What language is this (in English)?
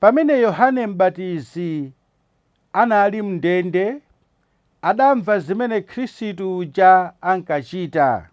Nyanja